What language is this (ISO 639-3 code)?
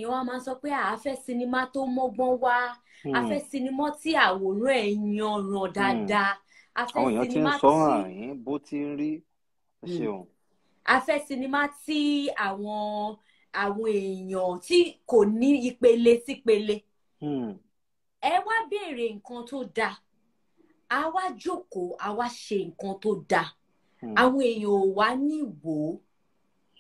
yor